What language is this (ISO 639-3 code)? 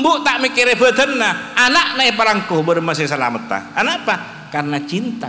mad